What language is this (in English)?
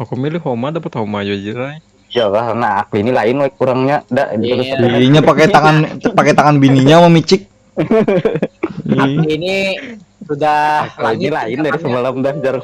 Banjar